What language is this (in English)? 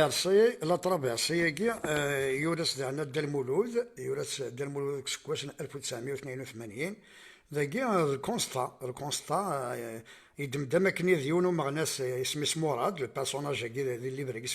Kabyle